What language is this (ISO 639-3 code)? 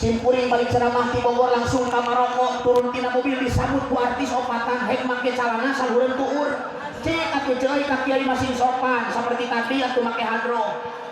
sun